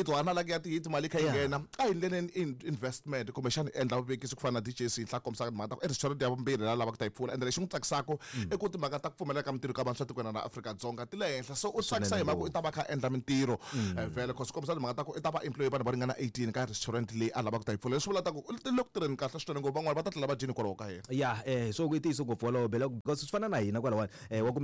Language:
Tsonga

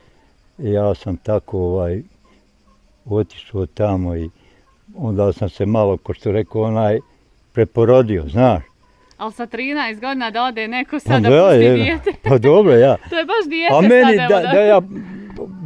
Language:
Bosnian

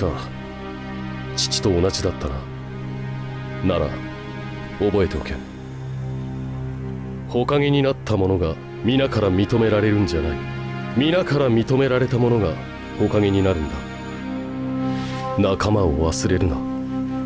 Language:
Japanese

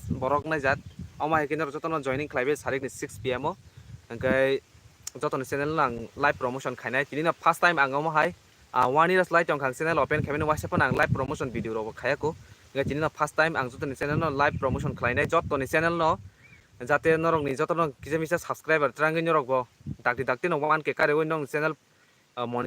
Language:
Kok Borok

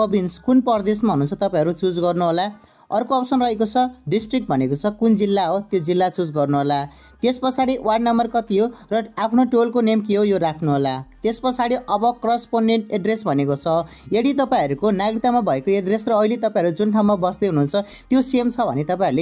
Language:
Nepali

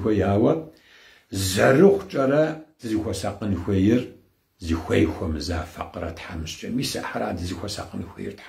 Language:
Kabardian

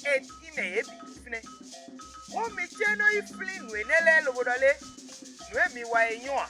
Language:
Fon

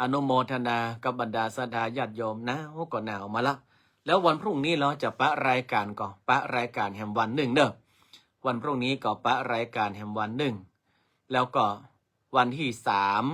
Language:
Northern Thai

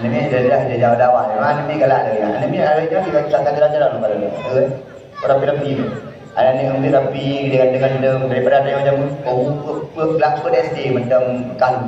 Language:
Achinese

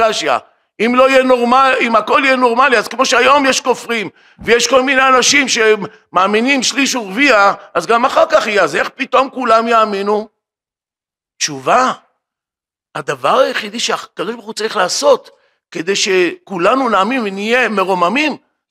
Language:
Hebrew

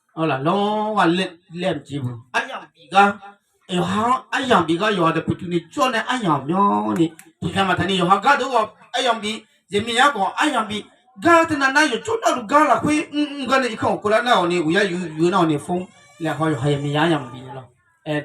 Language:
Akha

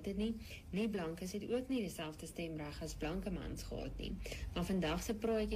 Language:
Afrikaans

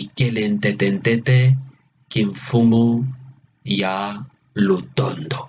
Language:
Kituba (Democratic Republic of Congo)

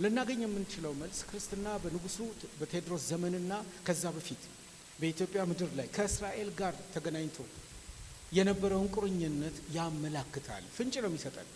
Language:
Amharic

